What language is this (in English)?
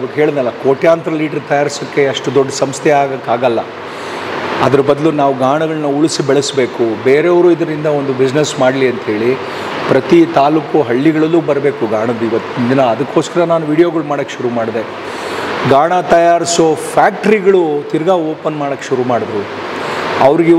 Kannada